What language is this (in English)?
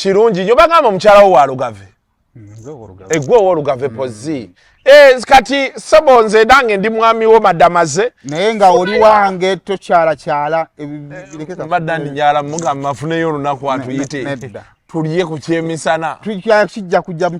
Ganda